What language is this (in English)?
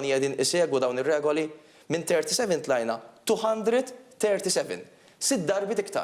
Maltese